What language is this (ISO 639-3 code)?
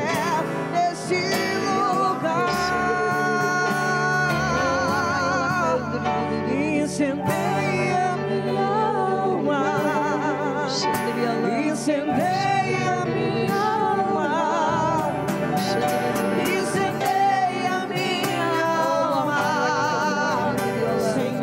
por